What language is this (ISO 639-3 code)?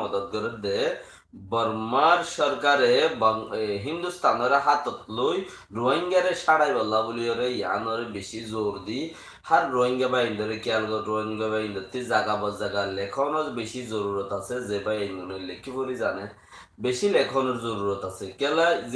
rhg